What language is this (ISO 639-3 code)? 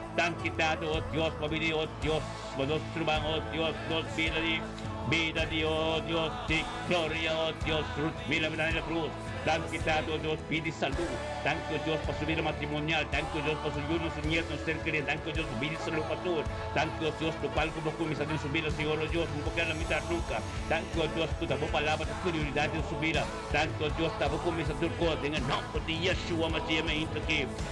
pap